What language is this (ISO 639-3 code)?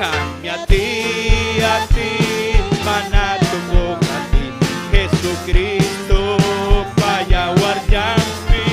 quy